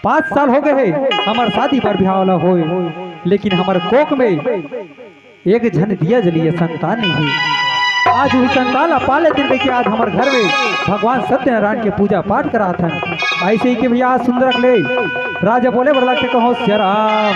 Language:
Chhattisgarhi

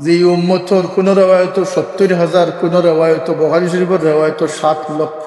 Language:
Sylheti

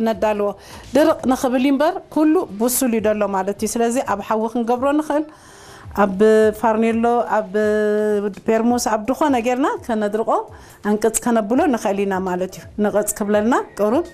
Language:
Tigrinya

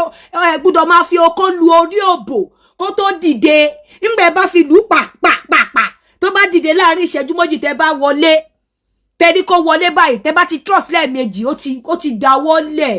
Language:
Yoruba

